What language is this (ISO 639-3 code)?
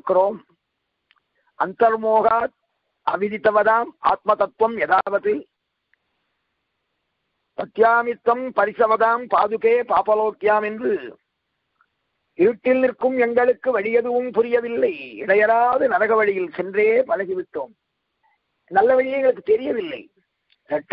tam